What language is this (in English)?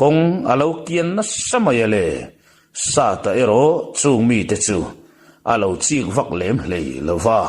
Mizo